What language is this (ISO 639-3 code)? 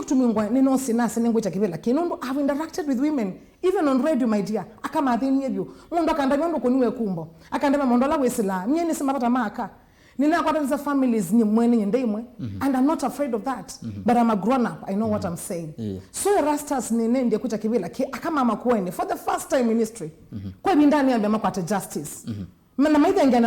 kam